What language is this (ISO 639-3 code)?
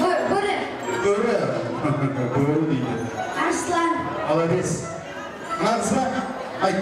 kaa